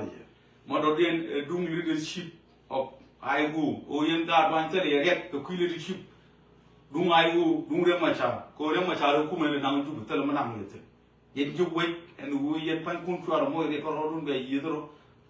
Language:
Nuer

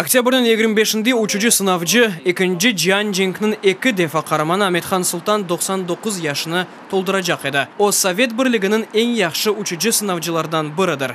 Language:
Crimean Tatar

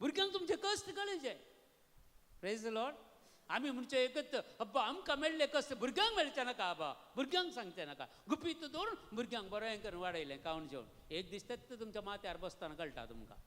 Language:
Konkani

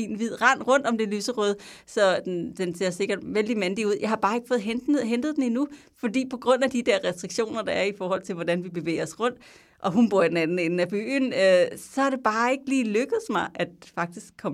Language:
Danish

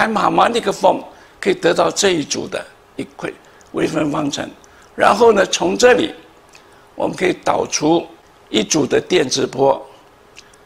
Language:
Chinese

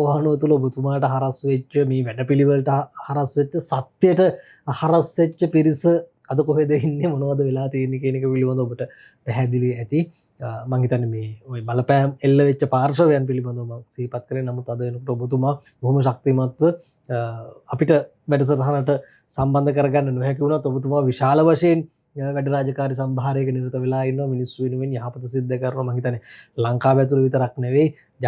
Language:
Sinhala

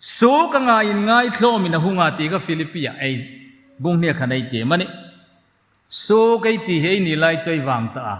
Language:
Hmar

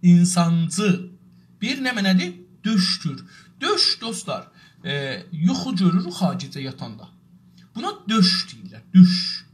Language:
South Azerbaijani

